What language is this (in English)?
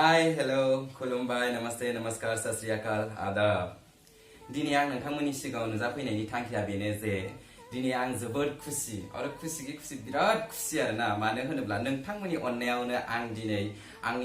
Bodo